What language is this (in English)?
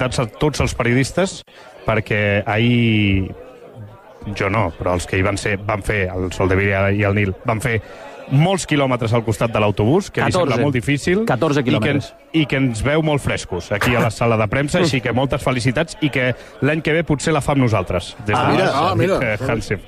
Catalan